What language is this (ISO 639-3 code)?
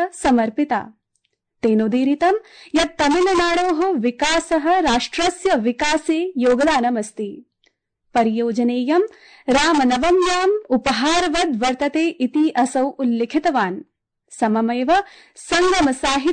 san